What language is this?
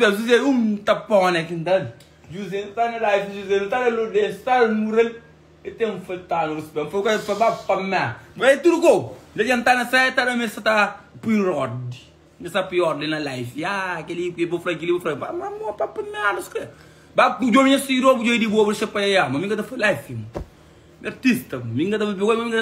Kabuverdianu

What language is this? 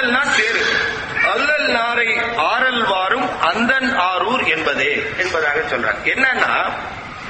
Tamil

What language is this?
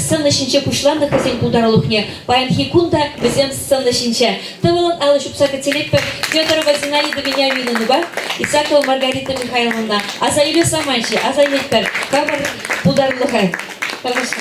Chuvash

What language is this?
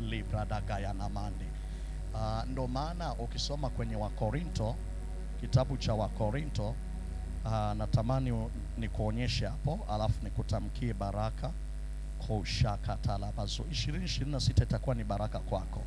Swahili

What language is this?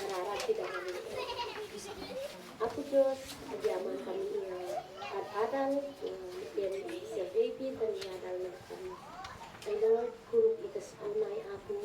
Isnag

